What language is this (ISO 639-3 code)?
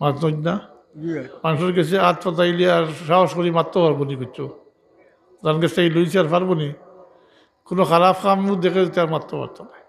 syl